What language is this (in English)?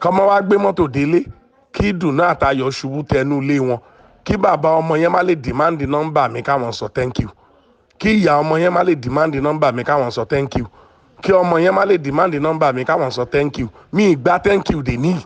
Yoruba